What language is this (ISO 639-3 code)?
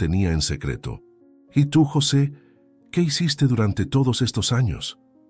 spa